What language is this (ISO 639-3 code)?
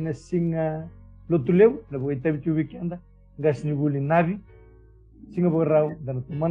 fij